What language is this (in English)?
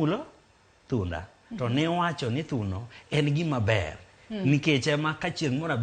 Luo (Kenya and Tanzania)